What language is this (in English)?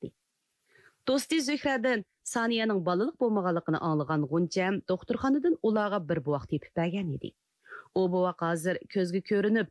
Uyghur